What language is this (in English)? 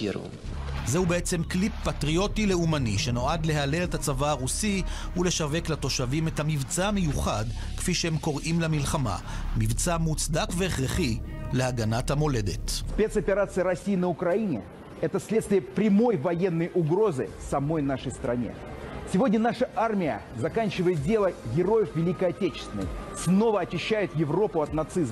Hebrew